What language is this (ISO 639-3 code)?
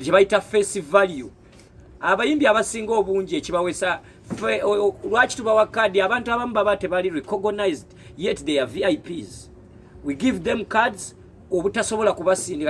lug